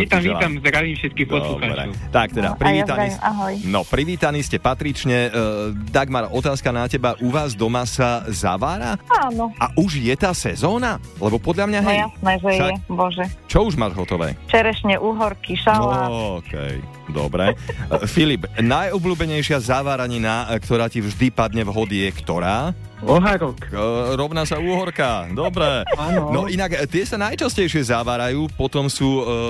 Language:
Slovak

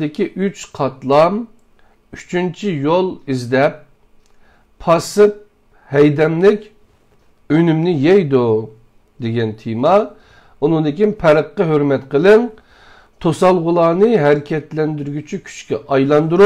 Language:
Uyghur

